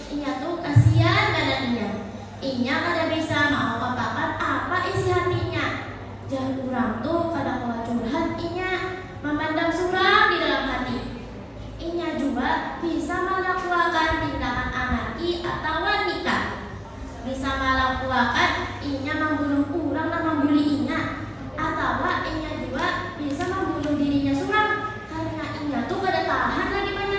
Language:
Banjar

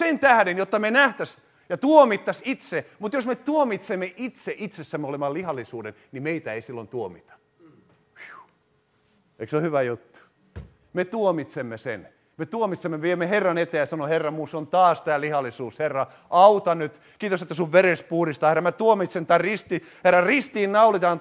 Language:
Finnish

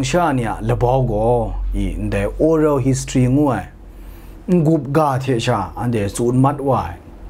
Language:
Kachin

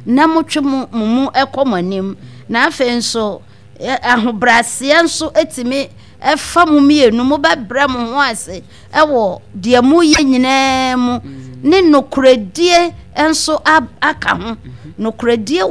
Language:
Akan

